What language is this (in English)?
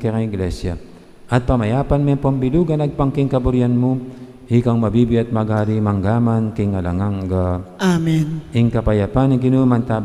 Pampanga